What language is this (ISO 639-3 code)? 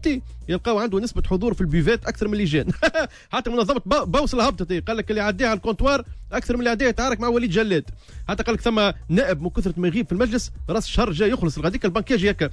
aeb